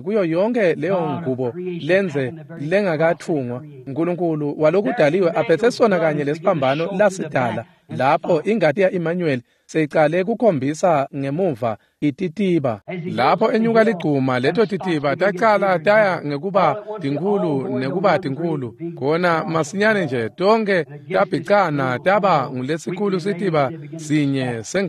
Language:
Swati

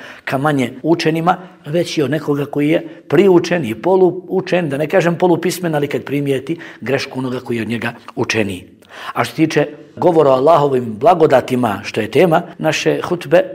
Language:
Bosnian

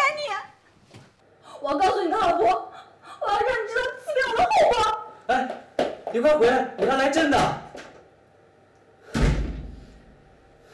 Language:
Chinese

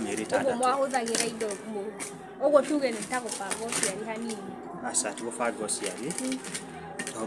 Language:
Kikuyu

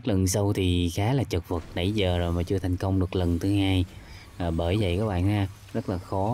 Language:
Vietnamese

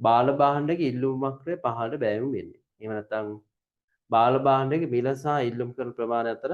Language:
Sinhala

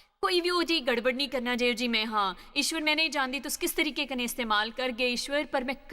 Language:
Dogri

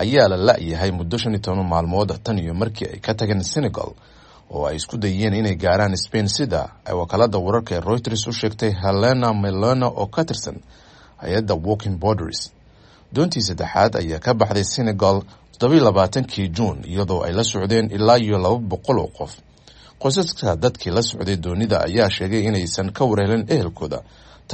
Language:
Somali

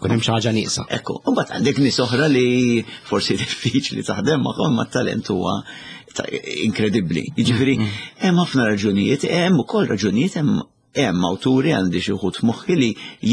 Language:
Maltese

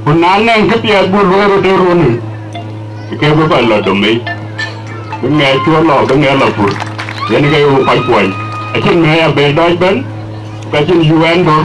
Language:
Dinka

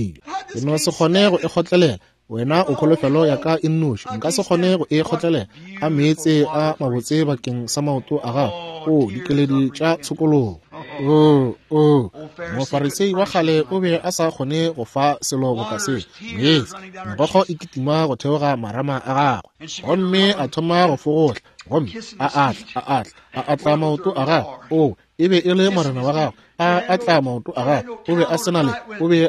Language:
Northern Sotho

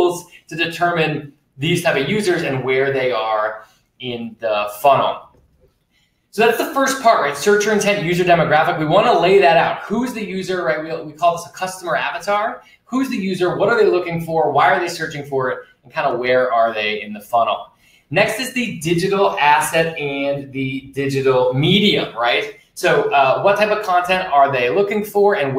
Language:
English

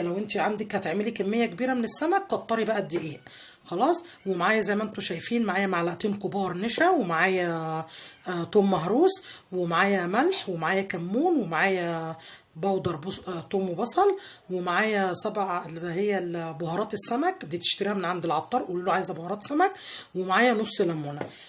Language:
Egyptian Arabic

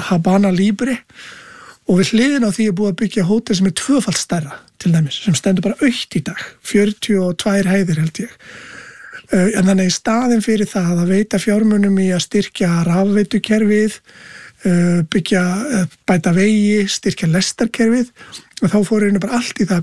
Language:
Icelandic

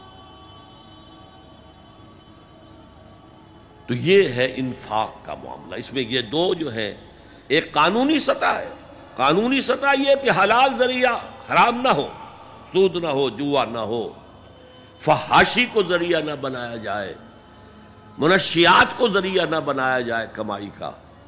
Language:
Urdu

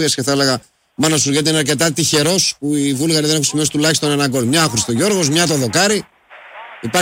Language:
Greek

